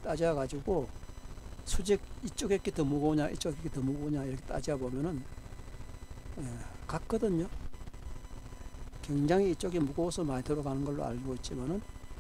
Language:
Korean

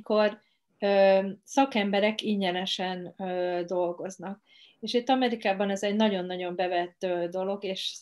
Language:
Hungarian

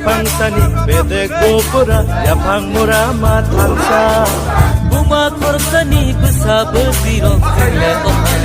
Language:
Kok Borok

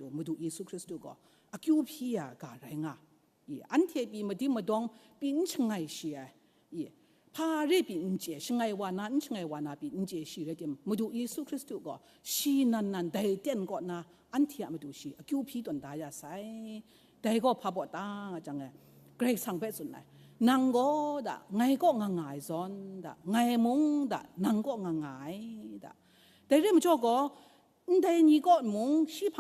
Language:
Kachin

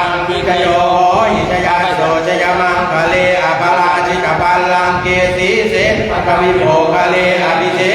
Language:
Pali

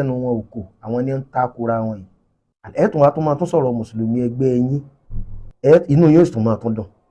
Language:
Yoruba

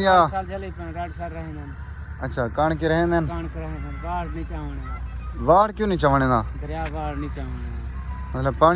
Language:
Saraiki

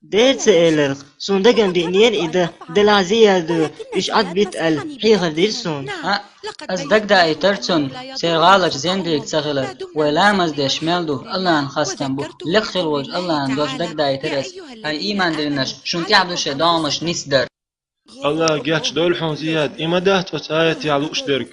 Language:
Chechen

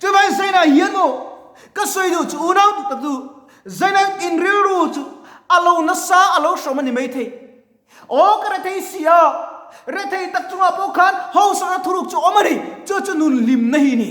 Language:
Mizo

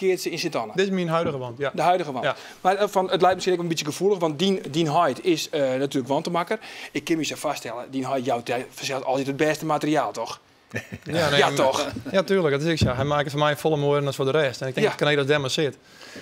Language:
Western Frisian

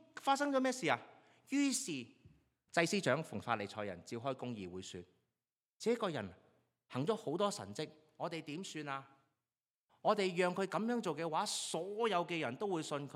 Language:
Cantonese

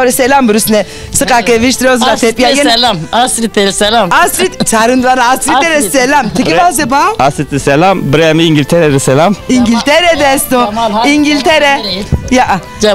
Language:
Zaza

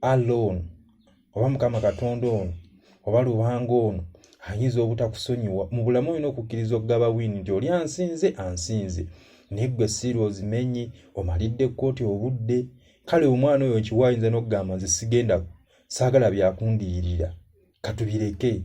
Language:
Ganda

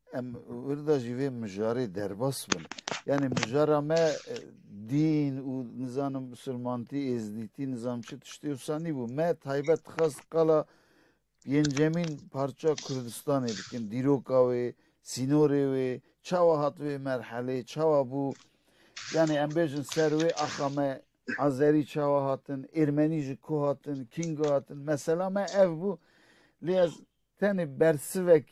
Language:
Kurdish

